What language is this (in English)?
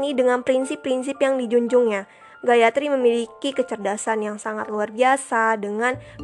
Indonesian